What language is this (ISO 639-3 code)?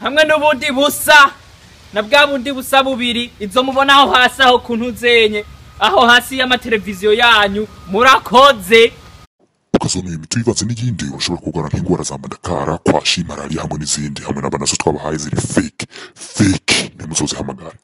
run